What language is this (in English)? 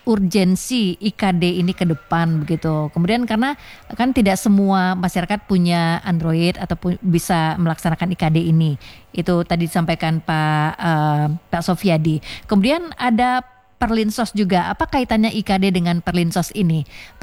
Indonesian